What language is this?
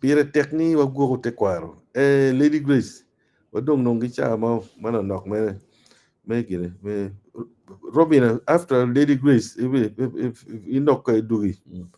Acoli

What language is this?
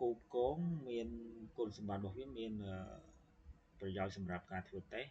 Khmer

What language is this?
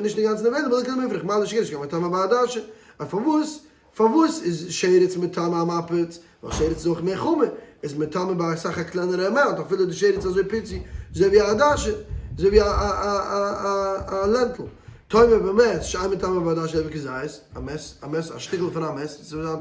Yiddish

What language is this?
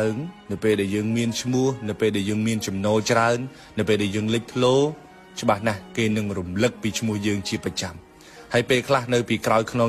Khmer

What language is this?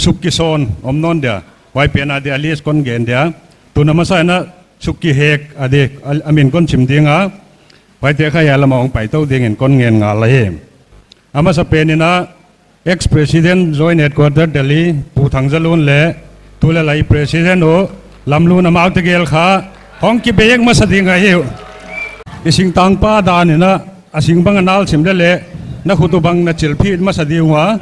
Paite Chin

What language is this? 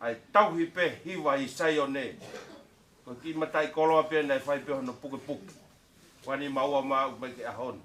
Tongan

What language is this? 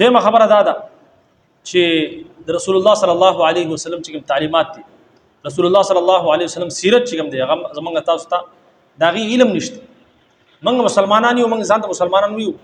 Pashto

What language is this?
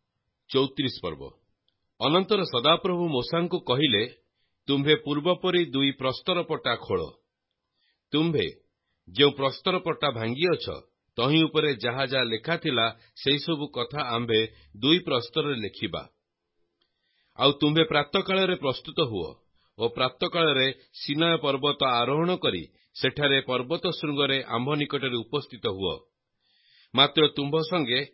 Odia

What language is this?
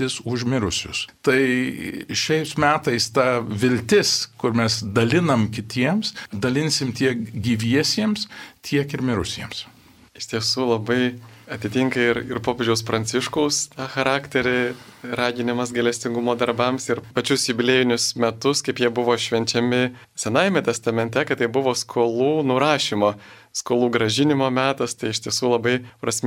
Lithuanian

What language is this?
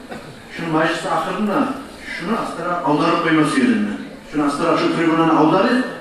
Kumyk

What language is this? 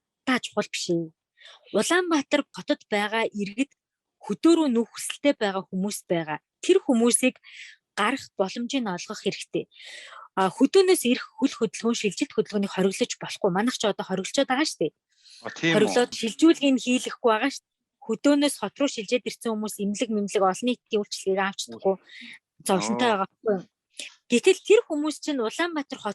Mongolian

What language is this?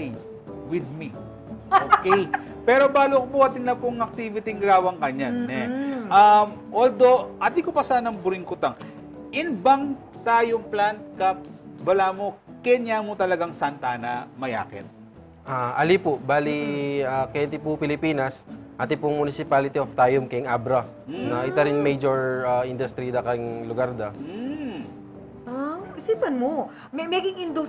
Pampanga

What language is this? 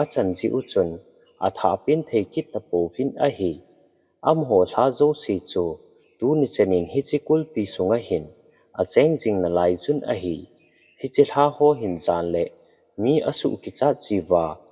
Thado Chin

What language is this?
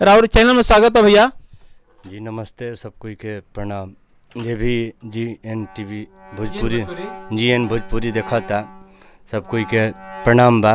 Bhojpuri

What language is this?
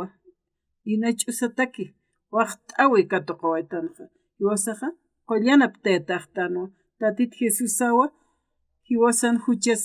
Aymara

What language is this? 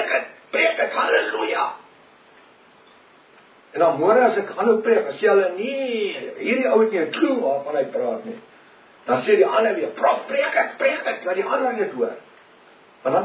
Afrikaans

